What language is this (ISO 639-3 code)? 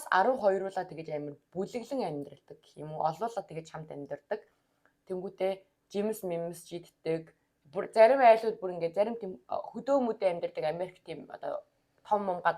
mon